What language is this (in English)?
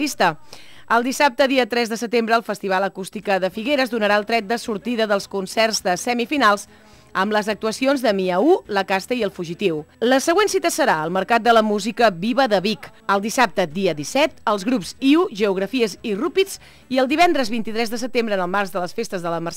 Catalan